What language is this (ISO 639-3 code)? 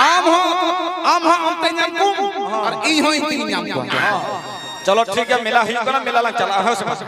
sat